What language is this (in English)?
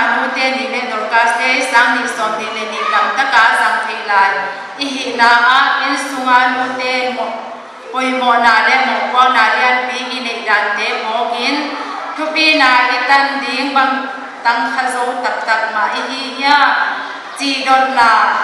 Paite Chin